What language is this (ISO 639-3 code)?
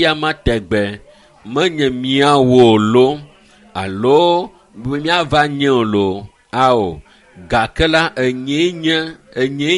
ewe